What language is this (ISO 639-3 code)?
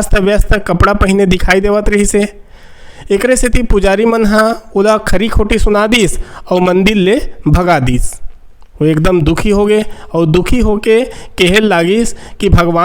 hne